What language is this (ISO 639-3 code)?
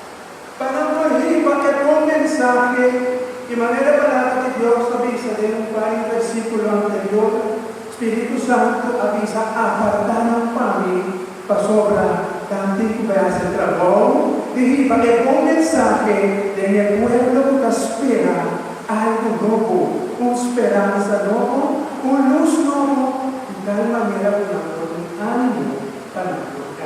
pap